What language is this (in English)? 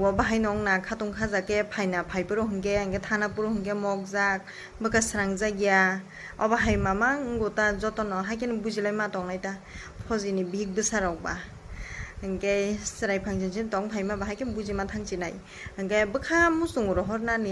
Kok Borok